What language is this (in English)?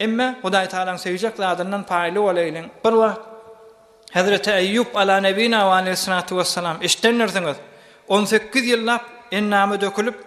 Turkmen